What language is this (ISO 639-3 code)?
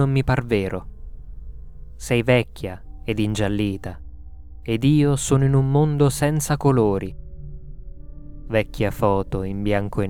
ita